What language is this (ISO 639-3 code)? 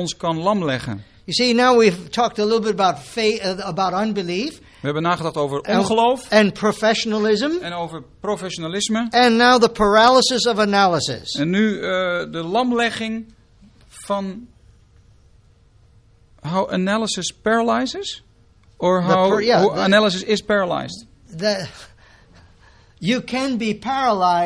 nld